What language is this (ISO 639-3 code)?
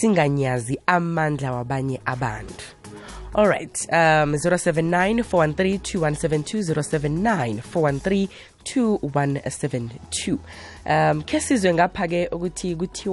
nbl